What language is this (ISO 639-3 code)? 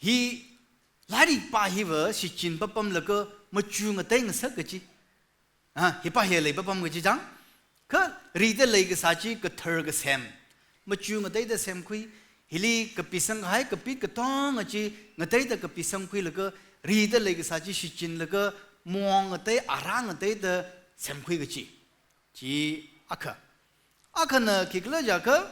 nmf